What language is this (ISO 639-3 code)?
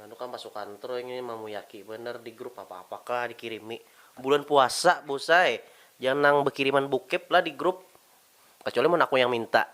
bjn